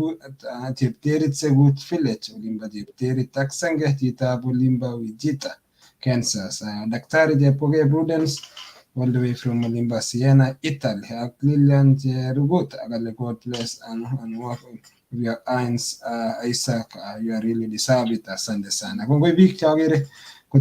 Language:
Kalenjin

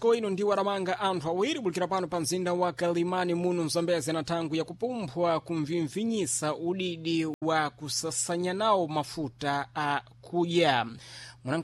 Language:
Sena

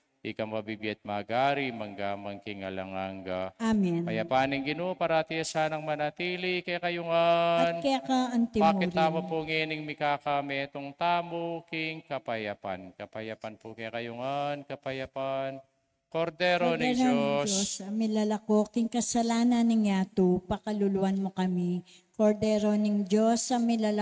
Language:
Pampanga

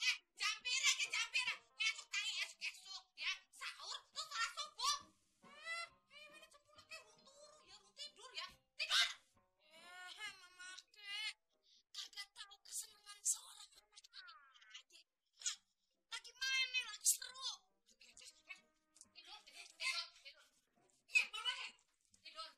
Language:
Betawi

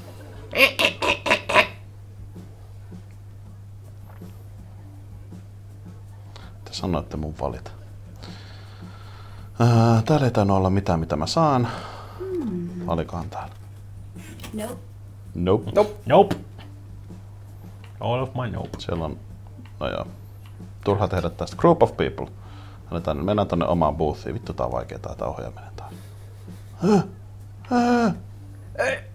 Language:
Finnish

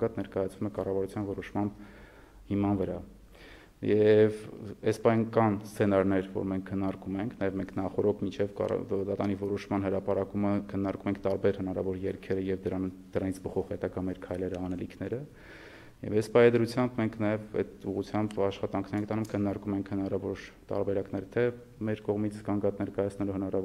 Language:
Armenian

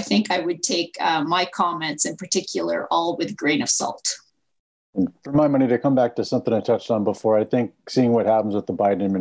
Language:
English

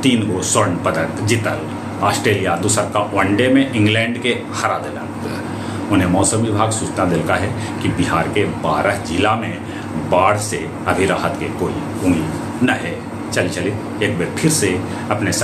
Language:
Magahi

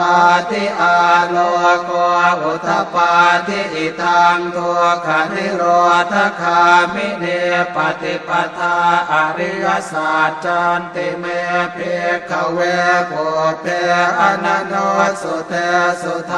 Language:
Pali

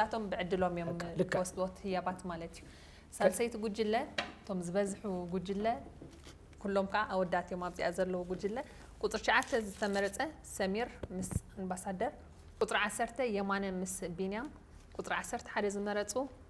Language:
Tigrinya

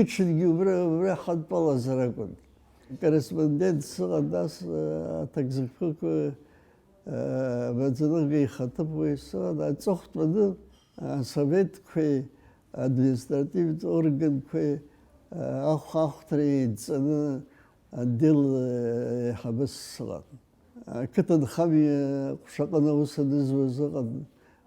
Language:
Abkhazian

